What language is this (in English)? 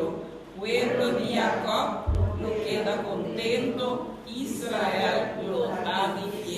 Papiamento